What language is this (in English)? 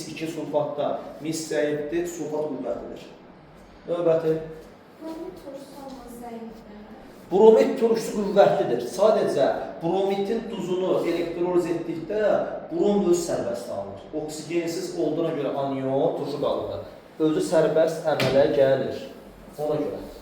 Azerbaijani